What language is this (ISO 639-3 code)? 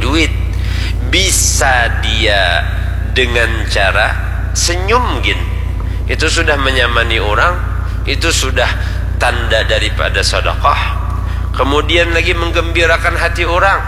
bjn